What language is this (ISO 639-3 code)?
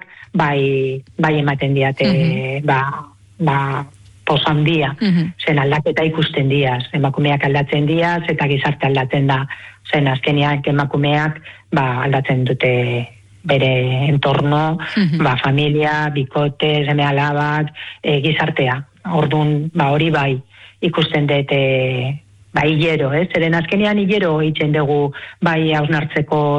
eus